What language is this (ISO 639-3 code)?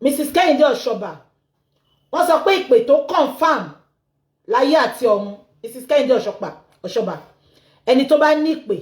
yor